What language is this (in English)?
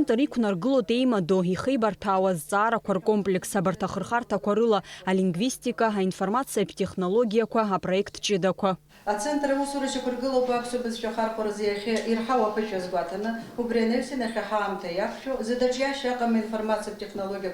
Abkhazian